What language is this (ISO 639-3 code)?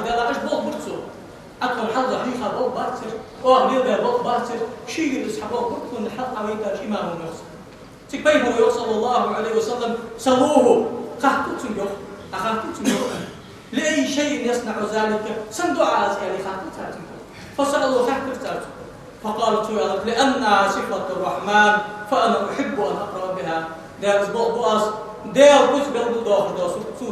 inh